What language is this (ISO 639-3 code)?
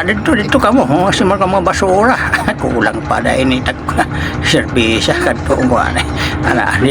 war